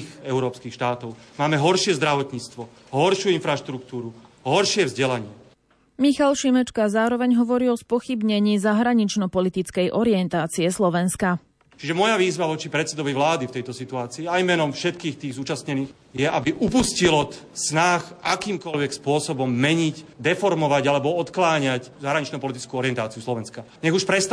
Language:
Slovak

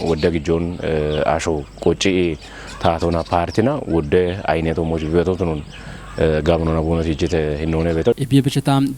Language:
Kafa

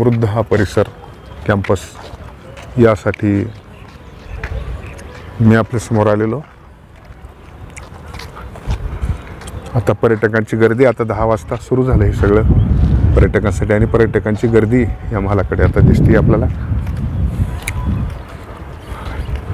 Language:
Marathi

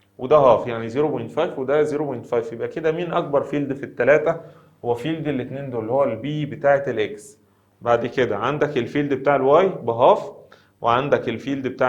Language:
Egyptian Arabic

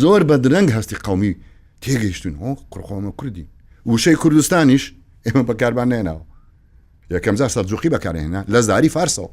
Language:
Central Kurdish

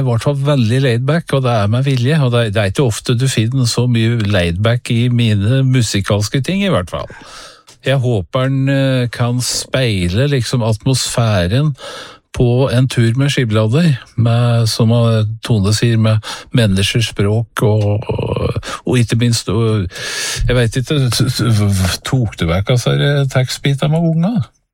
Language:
Norwegian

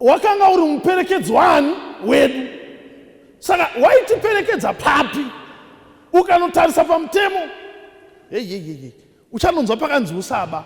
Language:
Shona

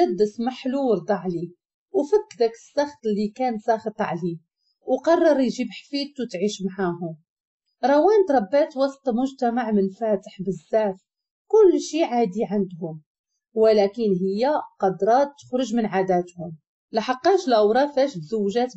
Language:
Moroccan Arabic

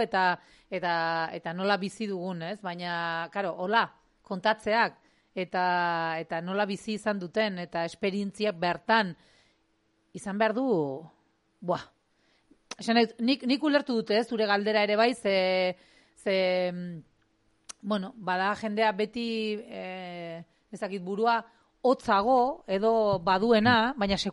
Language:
Basque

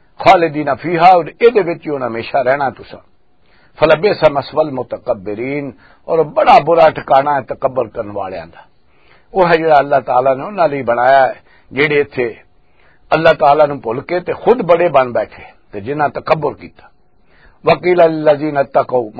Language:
Western Panjabi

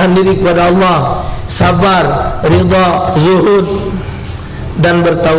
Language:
Musi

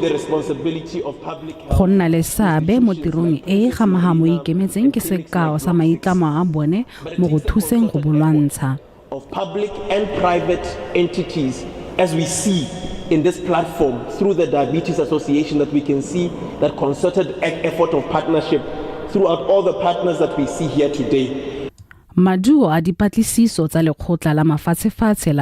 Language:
Tswana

